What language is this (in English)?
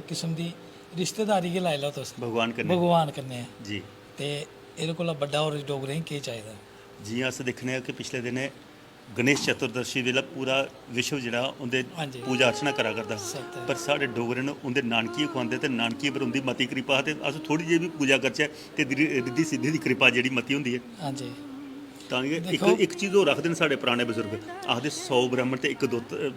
Dogri